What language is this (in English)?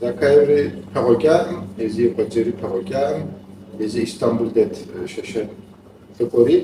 Kabardian